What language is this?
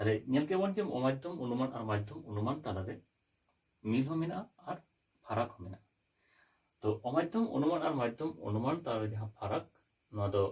Santali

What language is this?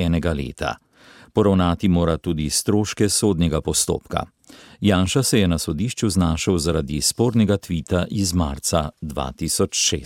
Slovenian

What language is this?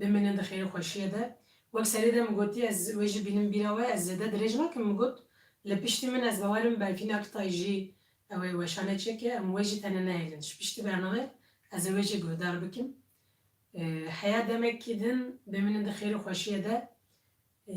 Kurdish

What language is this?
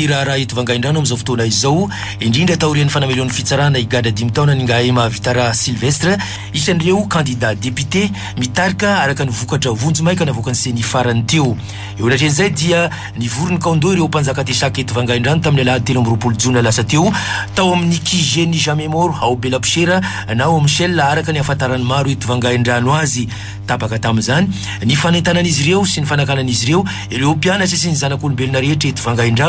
Malagasy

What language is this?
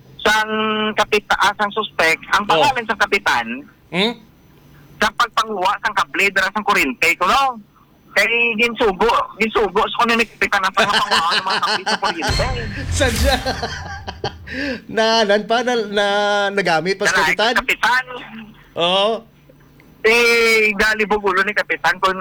Hiligaynon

